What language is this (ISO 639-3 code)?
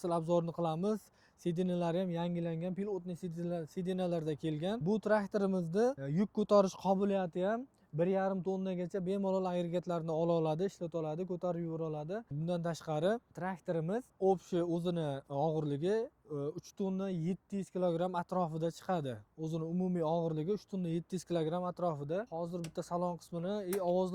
uzb